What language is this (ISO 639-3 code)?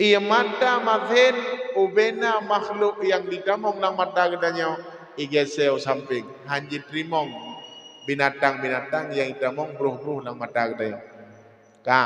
ace